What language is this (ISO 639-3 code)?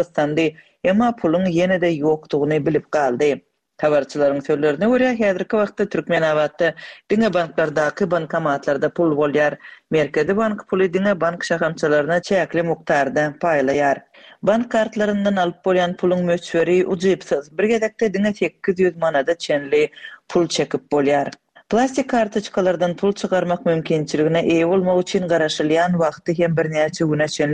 tuk